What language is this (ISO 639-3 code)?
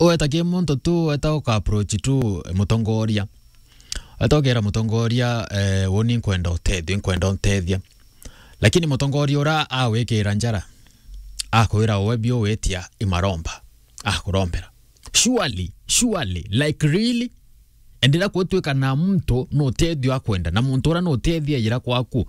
mer